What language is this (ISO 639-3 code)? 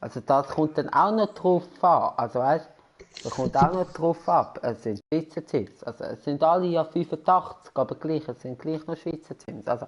gsw